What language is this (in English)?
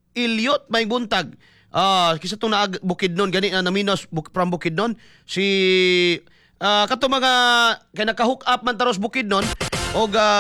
Cebuano